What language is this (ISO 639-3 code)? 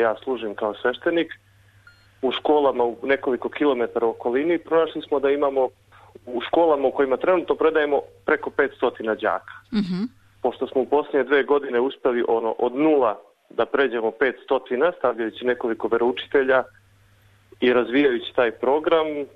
srp